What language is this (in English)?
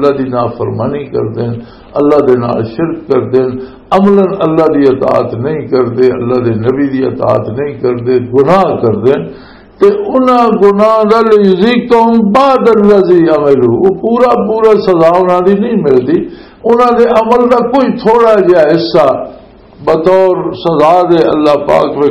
Western Panjabi